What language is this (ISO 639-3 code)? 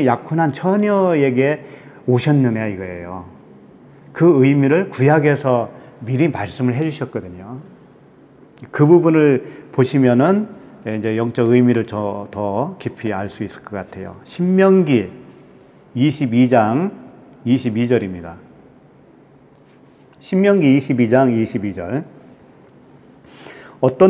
kor